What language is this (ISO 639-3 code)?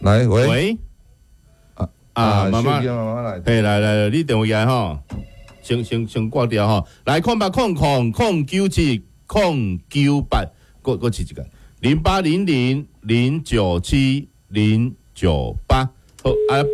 nan